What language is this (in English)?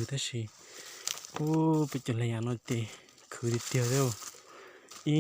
Hmong